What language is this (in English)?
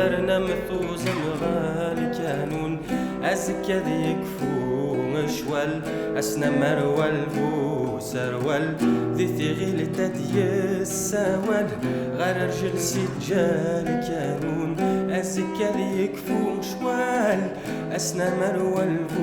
Kabyle